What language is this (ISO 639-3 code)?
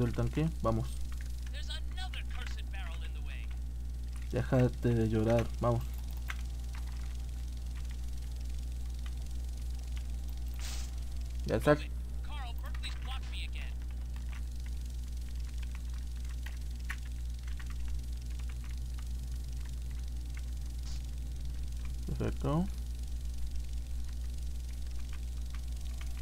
spa